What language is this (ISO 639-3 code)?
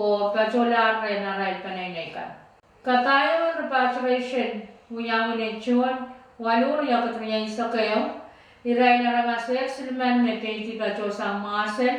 pon